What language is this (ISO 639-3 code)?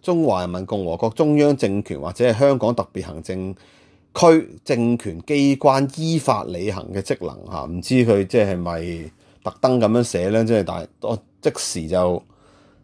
yue